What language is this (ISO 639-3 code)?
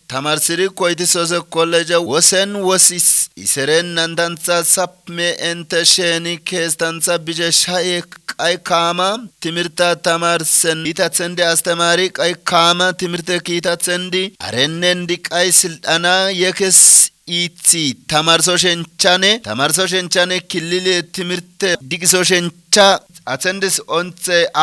kbr